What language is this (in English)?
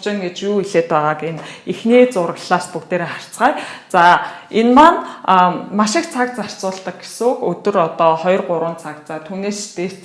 Mongolian